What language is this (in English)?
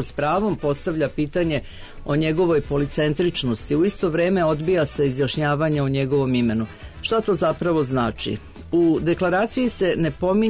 Serbian